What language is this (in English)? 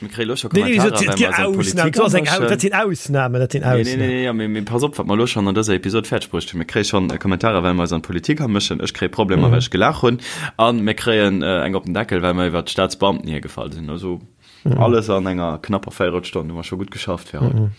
Luxembourgish